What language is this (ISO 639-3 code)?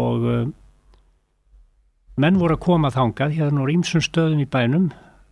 isl